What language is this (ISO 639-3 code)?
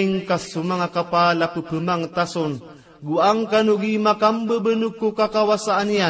mrw